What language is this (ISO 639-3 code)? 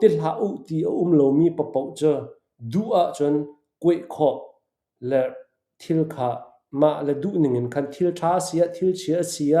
cnh